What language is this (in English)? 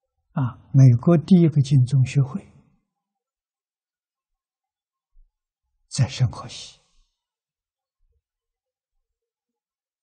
Chinese